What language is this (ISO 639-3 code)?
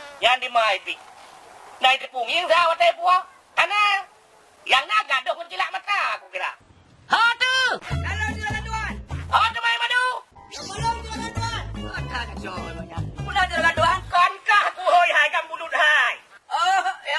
ace